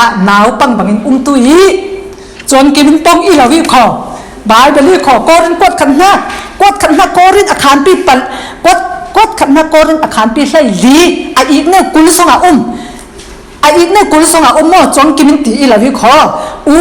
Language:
Falam Chin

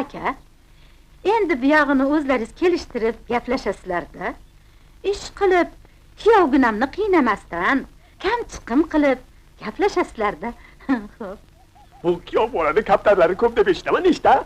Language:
Uzbek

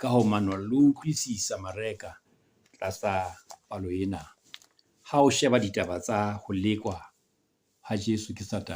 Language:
Southern Sotho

